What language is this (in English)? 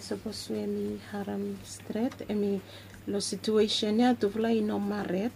Bislama